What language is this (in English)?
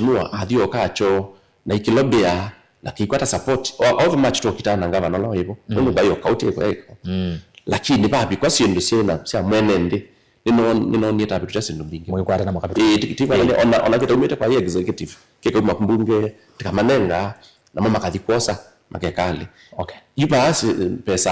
Kamba